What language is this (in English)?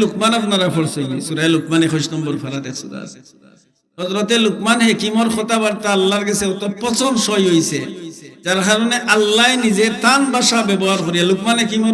Sylheti